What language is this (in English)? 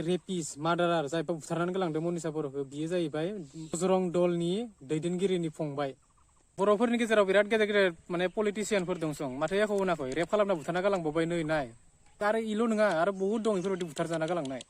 Bodo